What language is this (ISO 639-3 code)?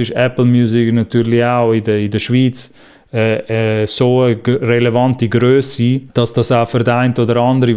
gsw